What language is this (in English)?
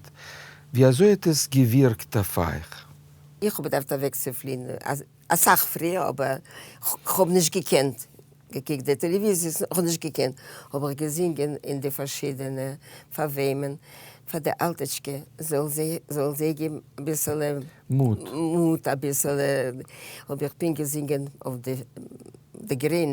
Yiddish